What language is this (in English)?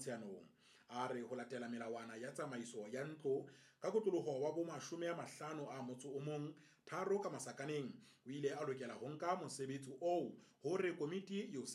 Southern Sotho